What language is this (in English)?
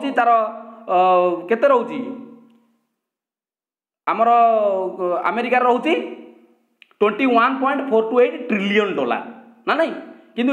Odia